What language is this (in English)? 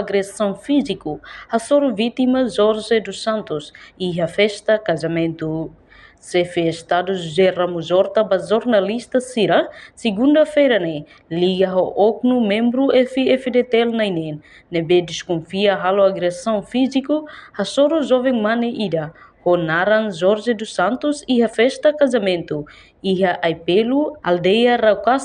Tetum